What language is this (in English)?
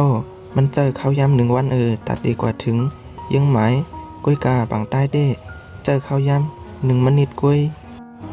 Shan